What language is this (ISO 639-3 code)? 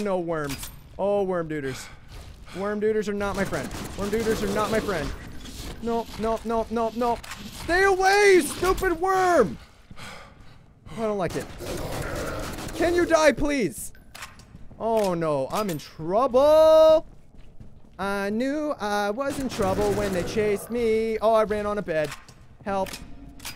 eng